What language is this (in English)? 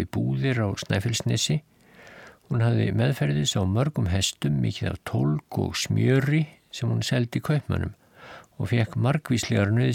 Icelandic